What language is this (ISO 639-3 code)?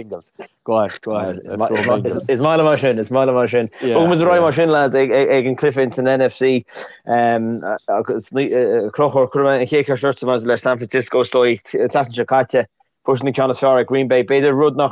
gle